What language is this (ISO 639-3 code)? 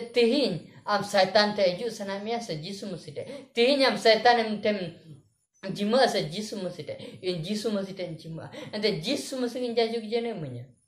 sat